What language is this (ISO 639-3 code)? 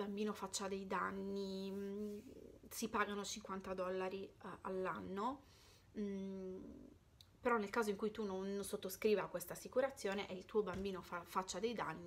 ita